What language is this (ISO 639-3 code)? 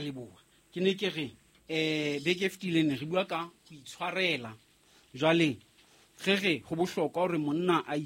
sot